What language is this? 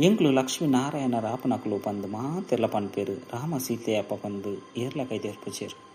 Tulu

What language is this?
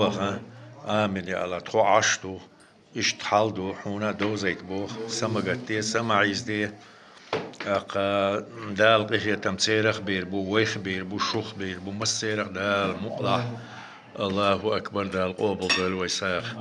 Chechen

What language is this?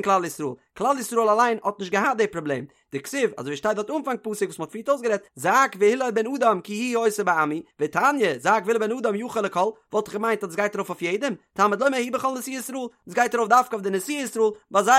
Yiddish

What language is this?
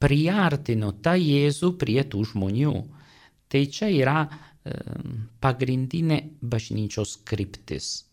Lithuanian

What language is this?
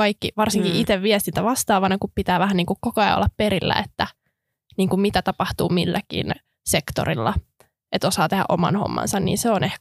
Finnish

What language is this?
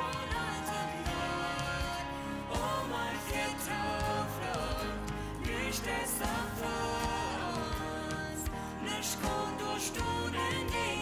Plautdietsch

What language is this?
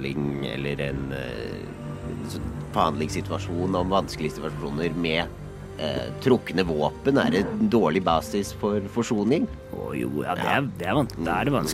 Norwegian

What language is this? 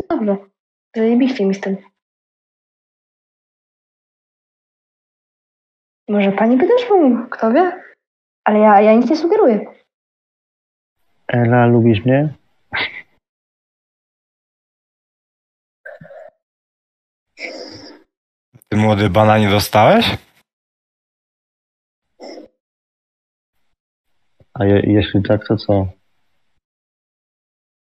Polish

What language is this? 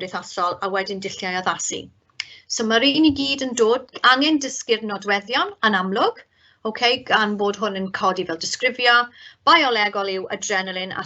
Welsh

